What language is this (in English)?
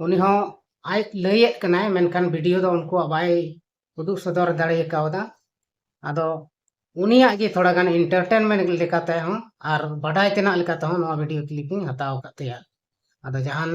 Santali